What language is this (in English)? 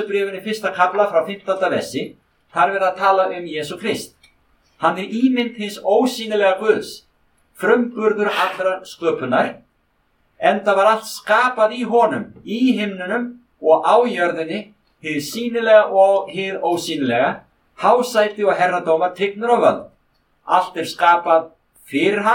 Icelandic